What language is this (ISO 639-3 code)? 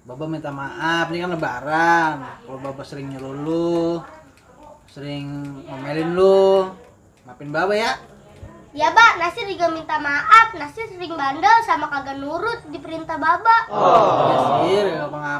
bew